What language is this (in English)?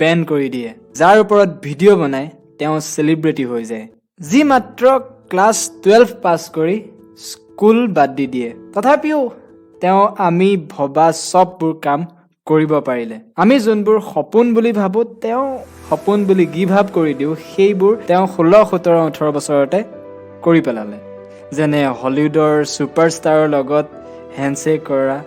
Assamese